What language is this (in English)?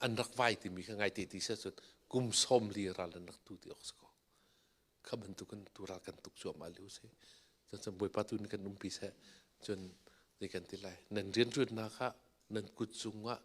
Hakha Chin